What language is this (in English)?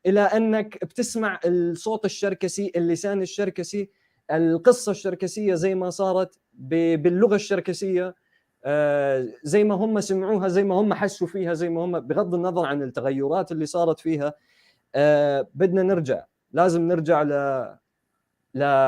North Levantine Arabic